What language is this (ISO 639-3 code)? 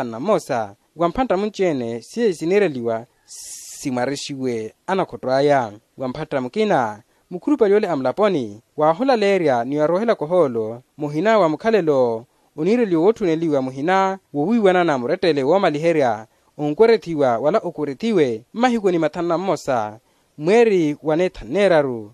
vmw